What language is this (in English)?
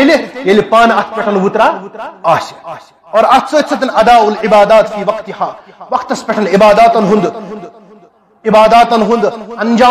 Kashmiri